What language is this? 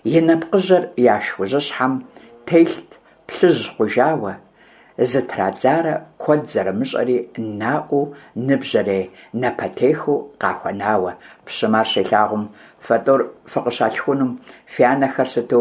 Kabardian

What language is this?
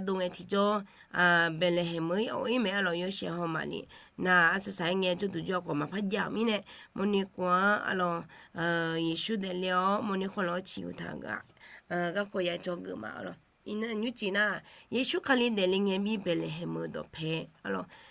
Akha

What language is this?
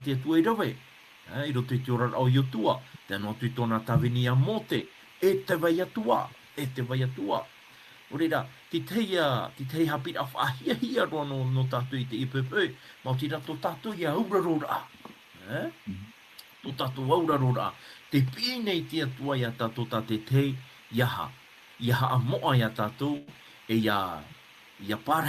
Tahitian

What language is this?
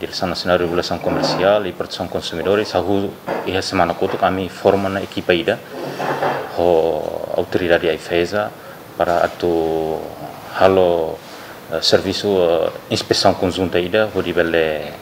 Tetum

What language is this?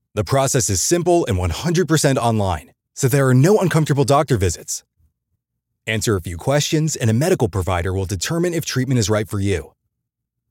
English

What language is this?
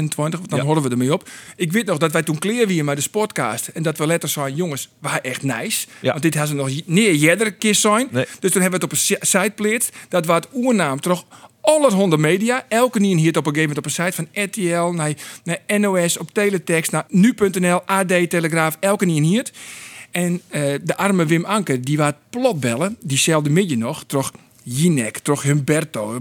Western Frisian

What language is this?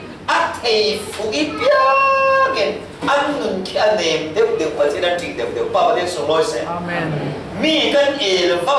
Falam Chin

